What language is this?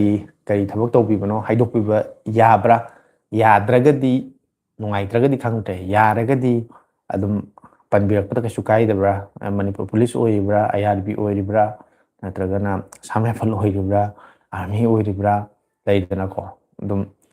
Manipuri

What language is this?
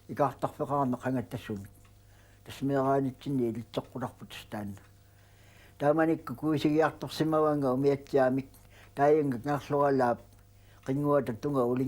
Kalaallisut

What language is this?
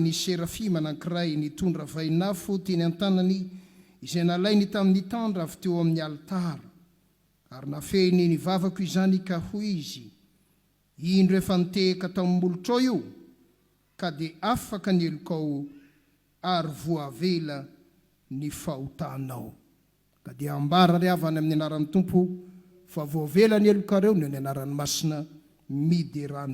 Malagasy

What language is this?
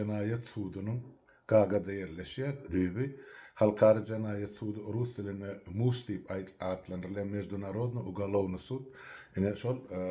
Turkmen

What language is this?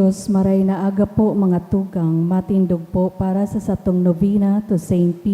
Bikol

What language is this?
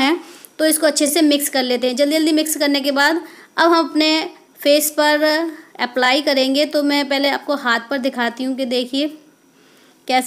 Hindi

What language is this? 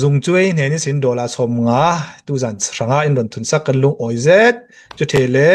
Hakha Chin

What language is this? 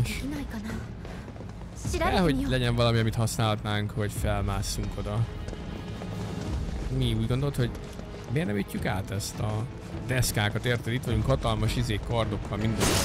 Hungarian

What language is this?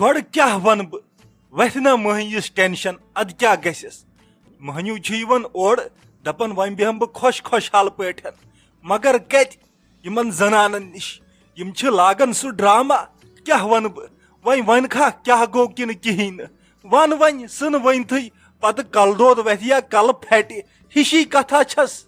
Kashmiri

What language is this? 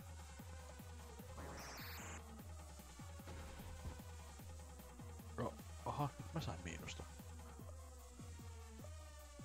Finnish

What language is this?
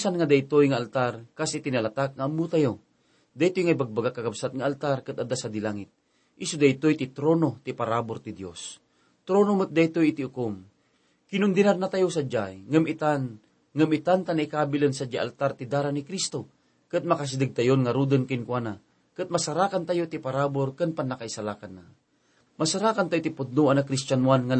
Iloko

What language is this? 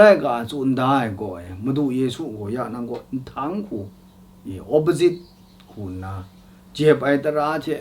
Kachin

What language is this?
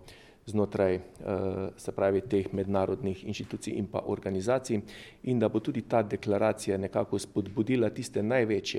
Slovenian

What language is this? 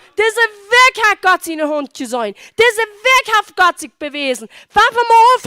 Plautdietsch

